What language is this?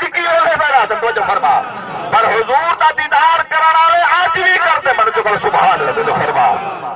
Saraiki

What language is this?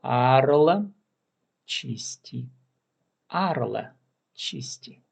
Khakas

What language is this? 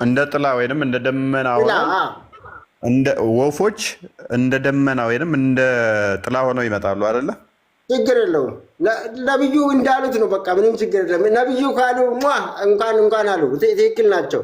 Amharic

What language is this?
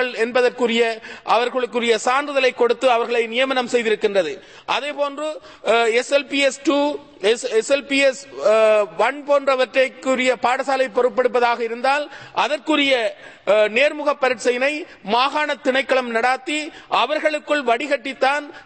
Tamil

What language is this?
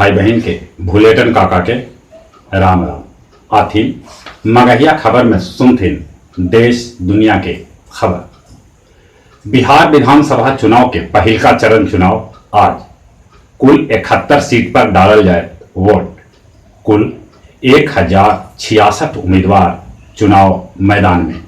Magahi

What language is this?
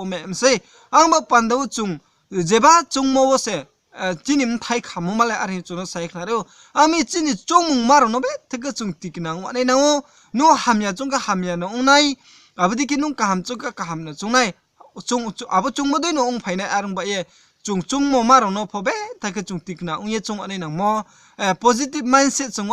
Riang (India)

